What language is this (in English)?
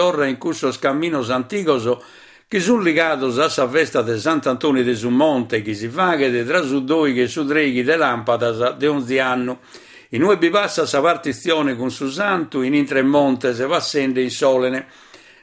Sardinian